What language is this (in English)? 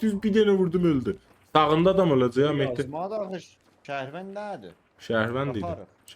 South Azerbaijani